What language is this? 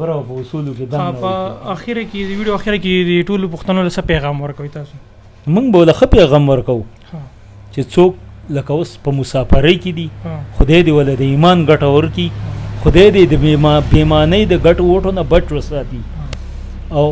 Pashto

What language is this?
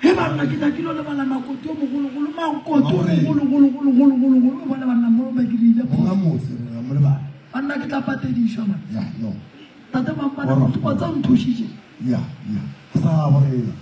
Northern Sotho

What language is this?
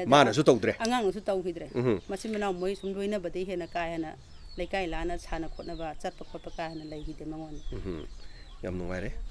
Manipuri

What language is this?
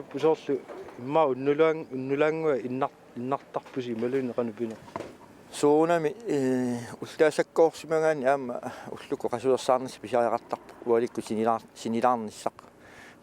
Kalaallisut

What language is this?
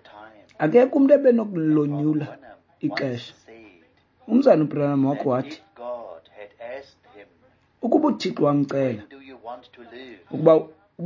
Xhosa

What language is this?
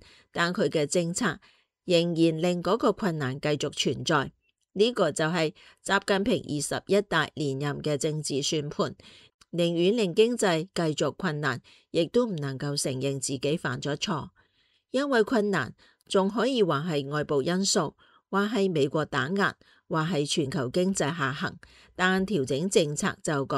Cantonese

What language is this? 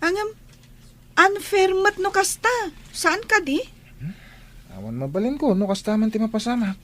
Iloko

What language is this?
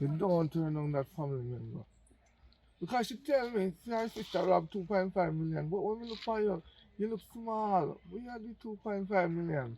Jamaican Creole English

